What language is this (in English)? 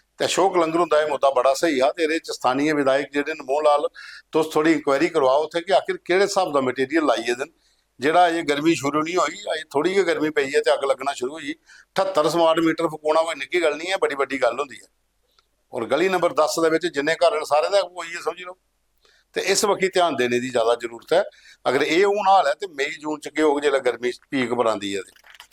Dogri